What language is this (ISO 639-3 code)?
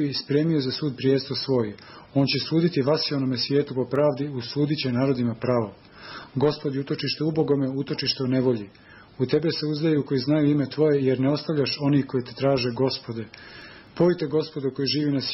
srp